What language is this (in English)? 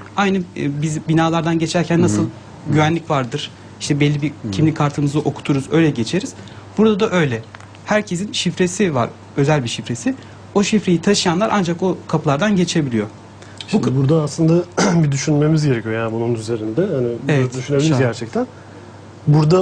Turkish